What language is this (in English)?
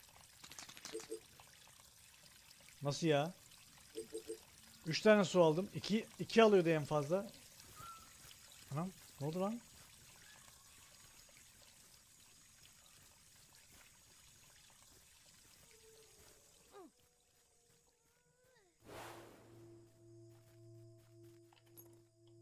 Turkish